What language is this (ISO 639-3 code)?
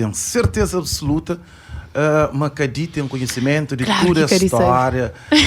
kea